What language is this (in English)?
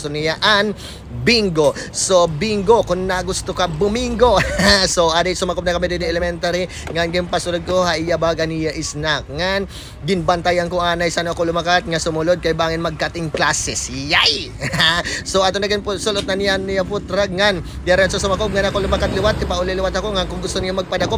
Waray